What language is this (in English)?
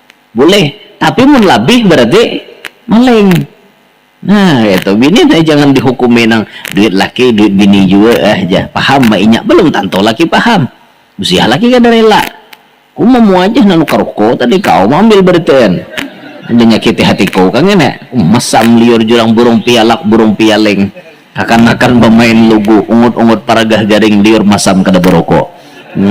Banjar